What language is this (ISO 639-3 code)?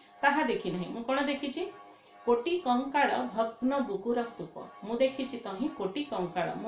ori